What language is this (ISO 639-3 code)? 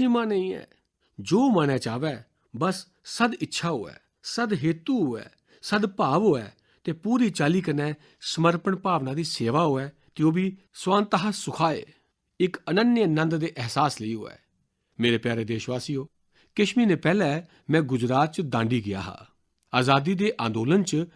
doi